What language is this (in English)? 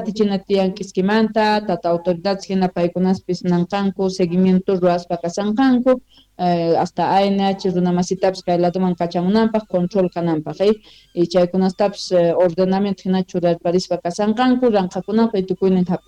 Quechua